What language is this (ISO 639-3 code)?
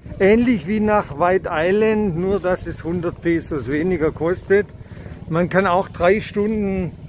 deu